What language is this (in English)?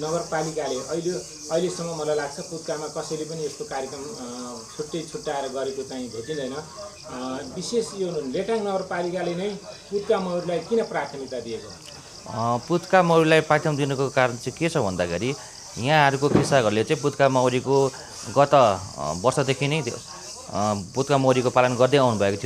Nepali